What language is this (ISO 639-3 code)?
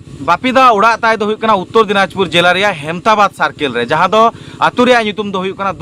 sat